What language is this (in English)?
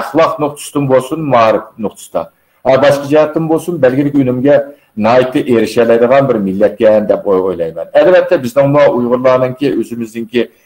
Uyghur